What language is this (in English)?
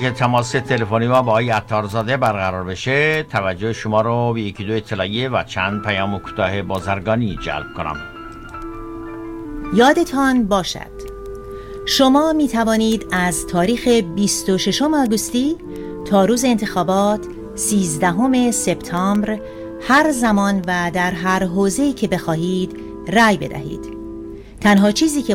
Persian